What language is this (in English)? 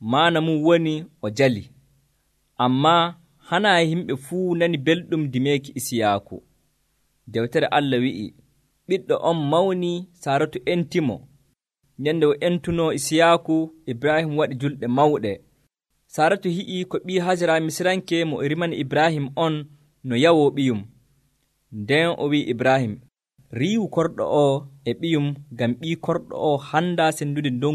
Nigerian Fulfulde